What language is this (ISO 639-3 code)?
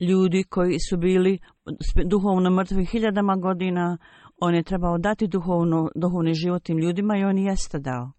bos